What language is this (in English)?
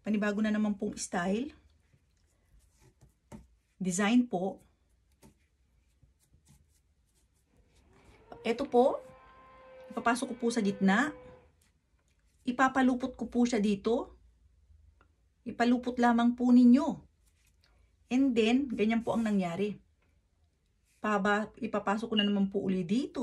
Filipino